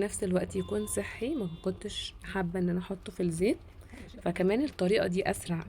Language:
Egyptian Arabic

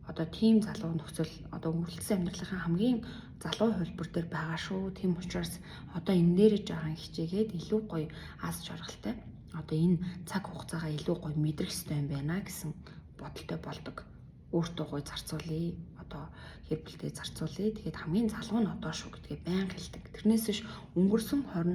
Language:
Mongolian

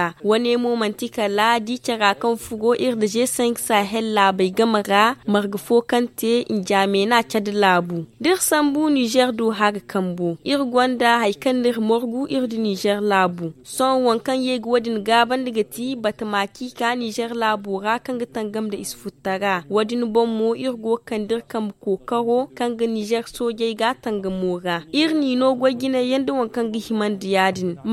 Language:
Zarma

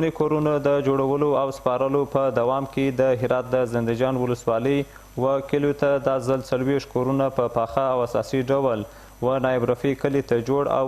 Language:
Pashto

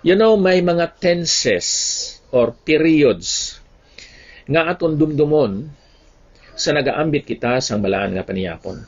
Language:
Hiligaynon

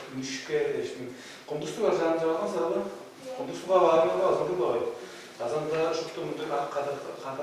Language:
Tuvinian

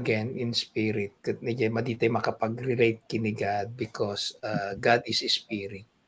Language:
Iloko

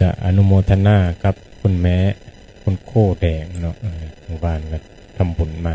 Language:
Northeastern Thai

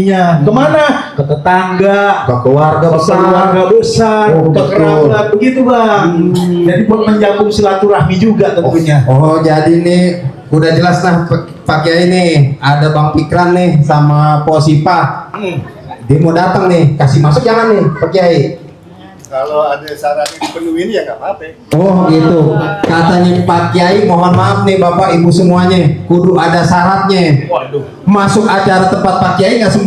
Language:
Betawi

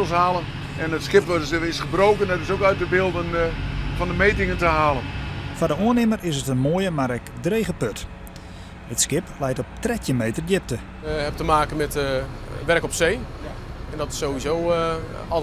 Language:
Western Frisian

